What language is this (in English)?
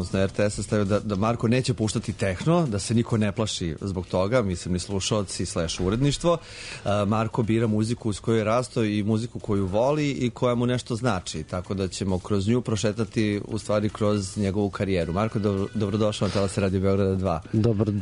Serbian